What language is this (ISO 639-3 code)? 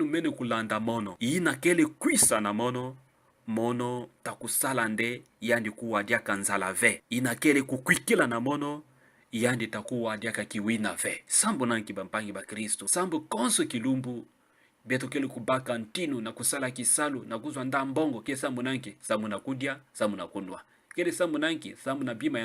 ktu